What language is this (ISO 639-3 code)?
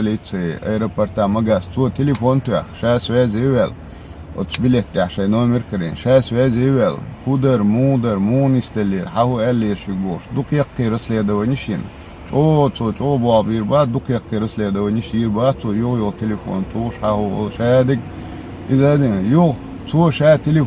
che